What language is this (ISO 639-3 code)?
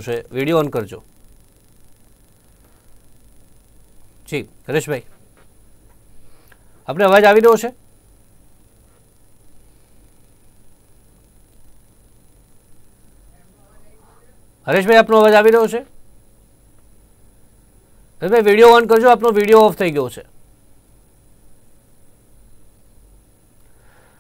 guj